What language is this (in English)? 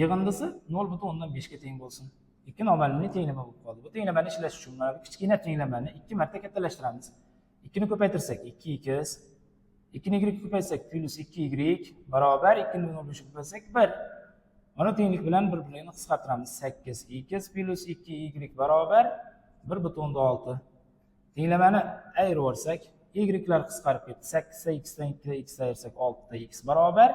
Uzbek